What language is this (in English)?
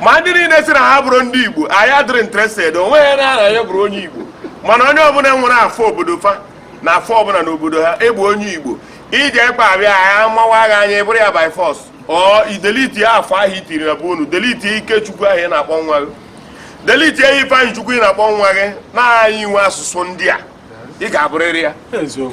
Igbo